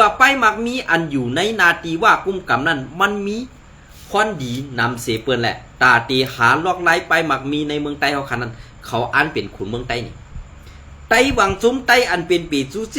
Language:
Shan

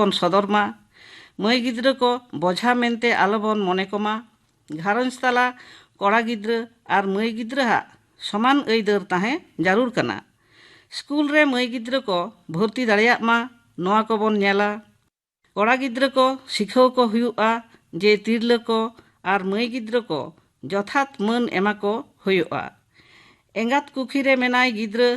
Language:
Santali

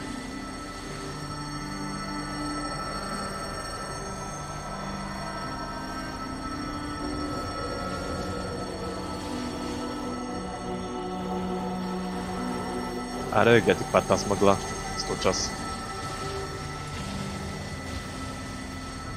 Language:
Bulgarian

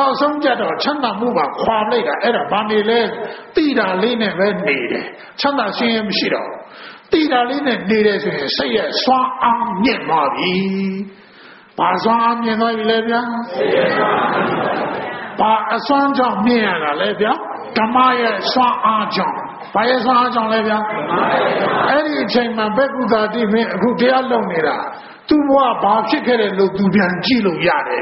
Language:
Burmese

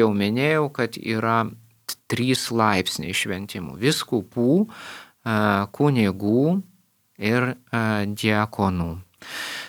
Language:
Lithuanian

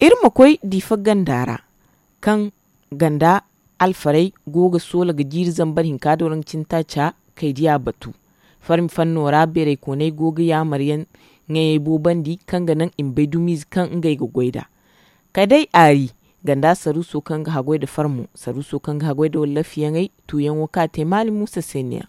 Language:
Zarma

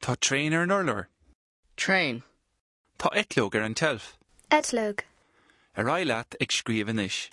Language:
Irish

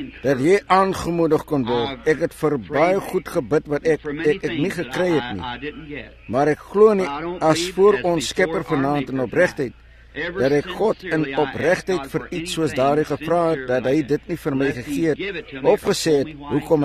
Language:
Afrikaans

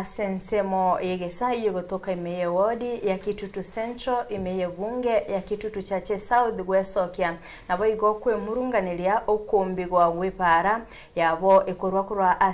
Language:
Gusii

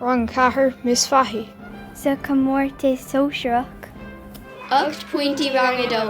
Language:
Irish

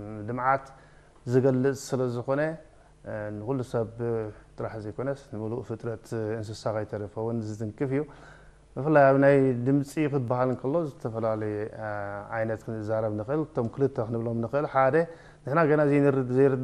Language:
Tigrinya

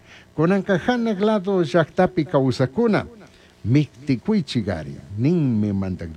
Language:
Chimborazo Highland Quichua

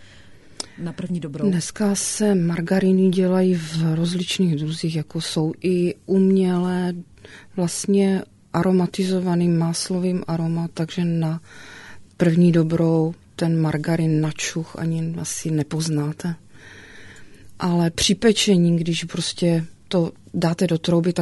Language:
Czech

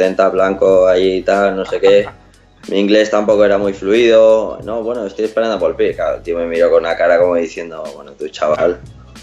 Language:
Spanish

